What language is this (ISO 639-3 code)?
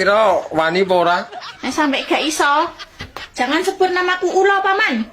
jav